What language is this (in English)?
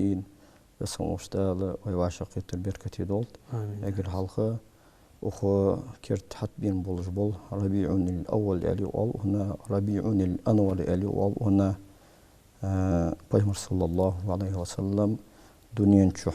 Ingush